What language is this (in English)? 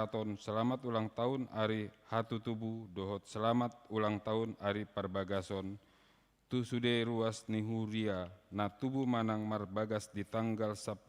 Batak Toba